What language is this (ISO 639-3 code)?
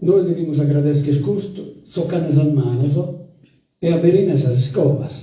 srd